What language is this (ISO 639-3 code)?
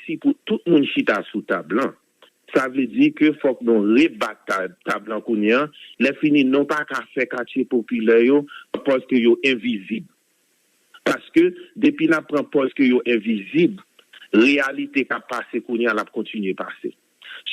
hat